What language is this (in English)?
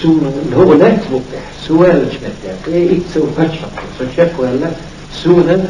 Chechen